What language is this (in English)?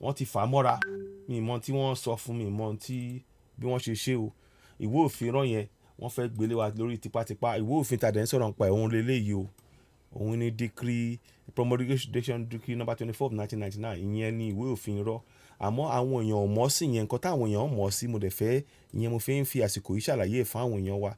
Yoruba